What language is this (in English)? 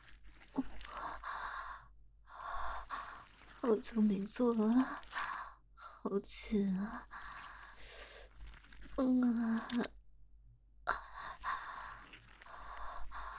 Chinese